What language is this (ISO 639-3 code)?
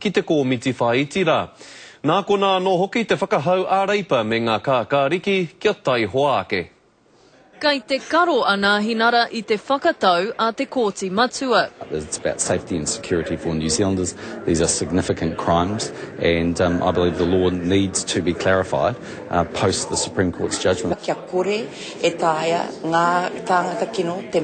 mri